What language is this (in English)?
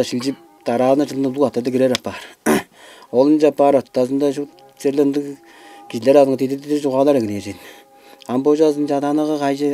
Tuvinian